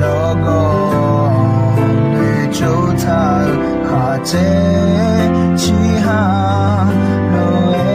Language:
Akha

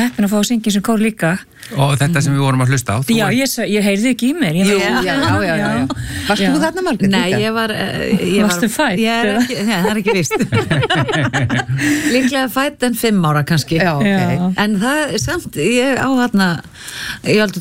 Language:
Icelandic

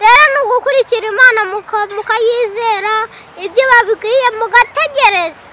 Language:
Kinyarwanda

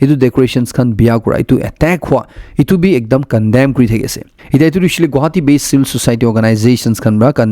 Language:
Naga Pidgin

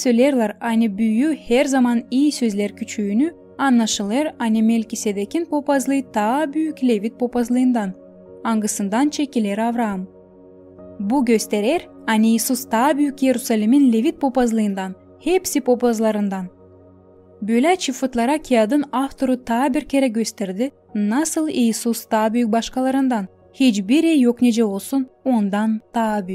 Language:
Gagauz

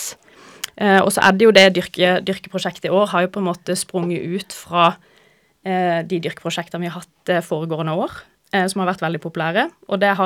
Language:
Norwegian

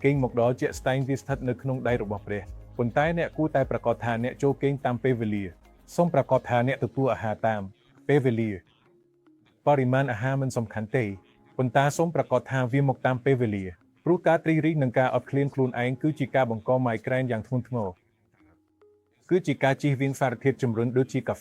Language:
Khmer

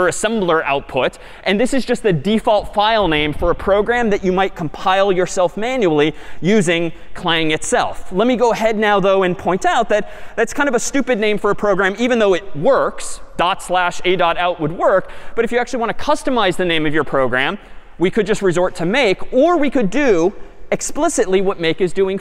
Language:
English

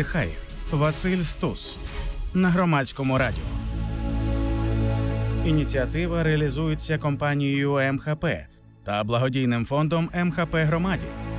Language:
Ukrainian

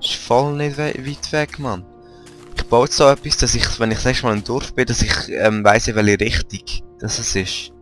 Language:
Swiss German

